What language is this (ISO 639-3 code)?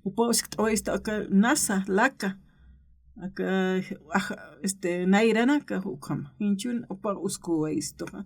aym